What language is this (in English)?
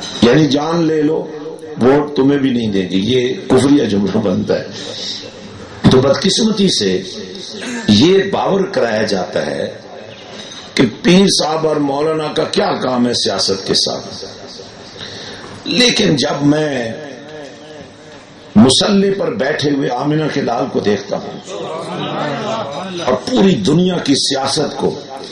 Urdu